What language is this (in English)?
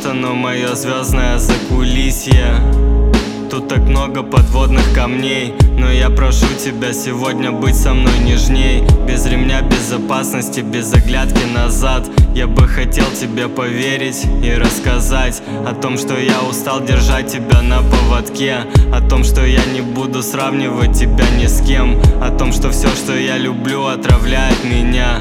Russian